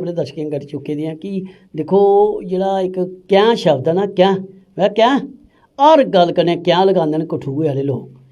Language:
Dogri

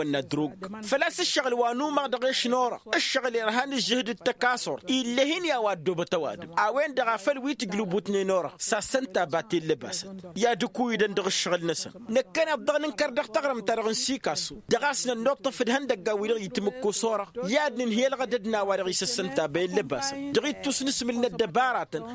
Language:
Tamasheq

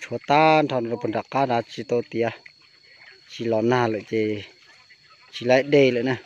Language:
Hmong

